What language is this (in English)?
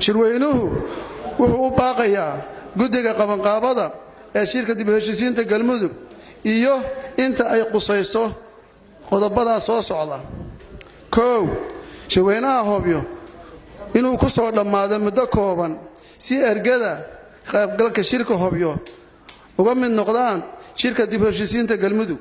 Somali